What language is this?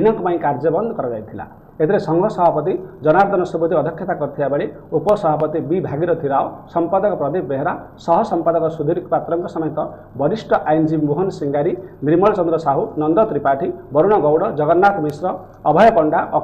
Odia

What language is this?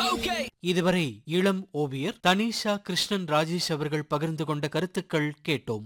Tamil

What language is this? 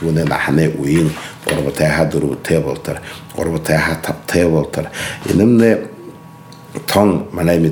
Buriat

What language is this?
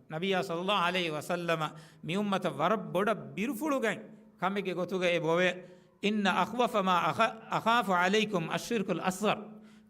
Divehi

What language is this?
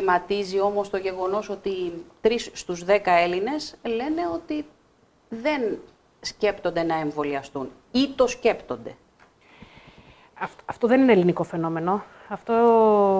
Greek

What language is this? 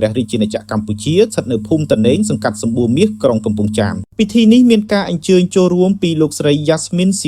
Khmer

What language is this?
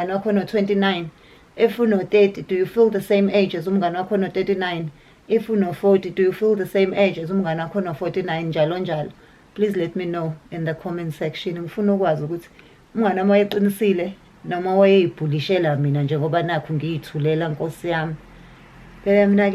Zulu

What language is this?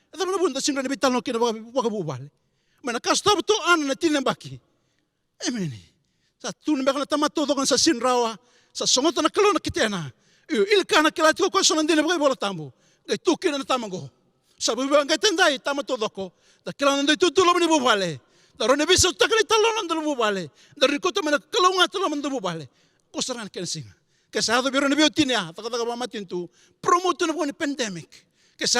Fijian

